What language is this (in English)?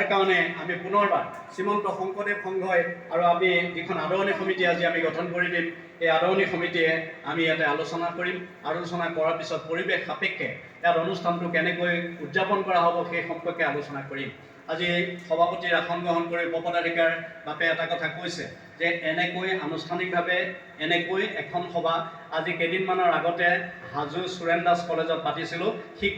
Assamese